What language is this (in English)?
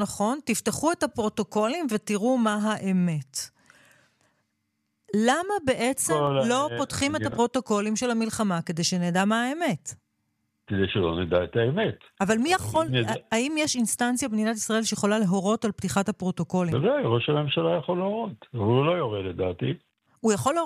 Hebrew